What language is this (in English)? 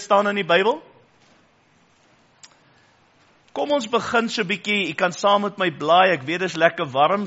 Afrikaans